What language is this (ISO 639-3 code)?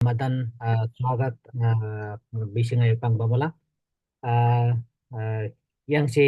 taj